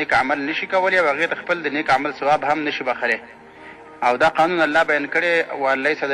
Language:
Pashto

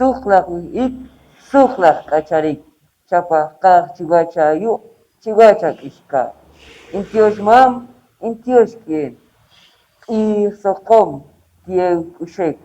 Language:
Poqomchi'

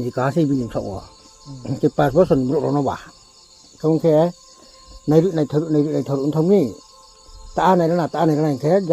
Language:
Riang (India)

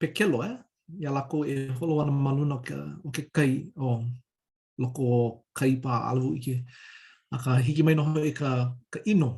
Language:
Hawaiian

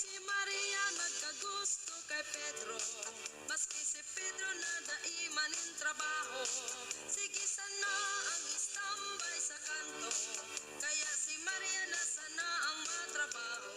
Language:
Bikol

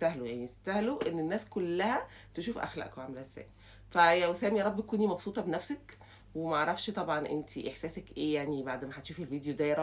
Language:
Egyptian Arabic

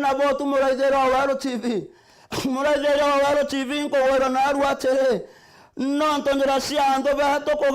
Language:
Meru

